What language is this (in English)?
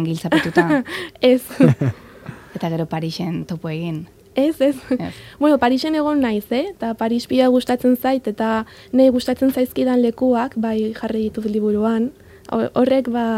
Basque